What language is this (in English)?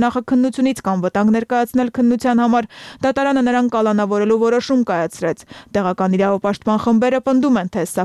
Armenian